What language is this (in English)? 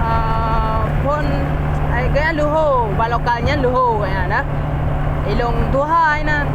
Achinese